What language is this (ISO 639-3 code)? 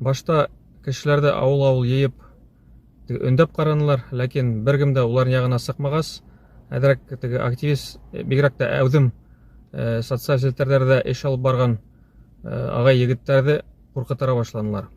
bak